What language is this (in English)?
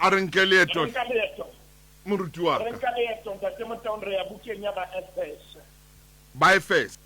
Southern Sotho